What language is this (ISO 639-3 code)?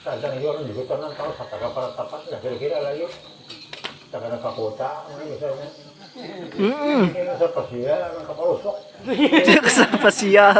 bjn